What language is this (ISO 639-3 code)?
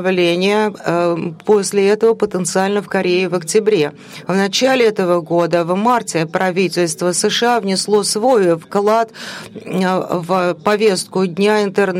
rus